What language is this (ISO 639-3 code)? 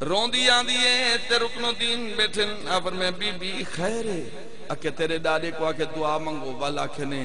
skr